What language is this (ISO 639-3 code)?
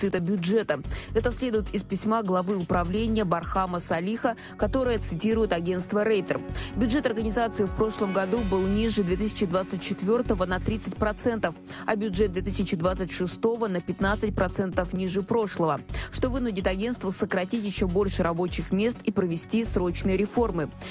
rus